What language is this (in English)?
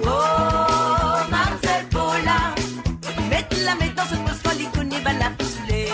Morisyen